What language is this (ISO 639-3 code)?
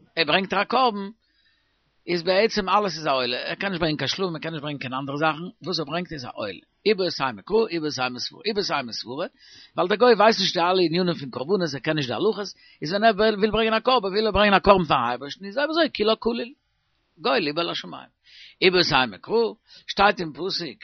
yid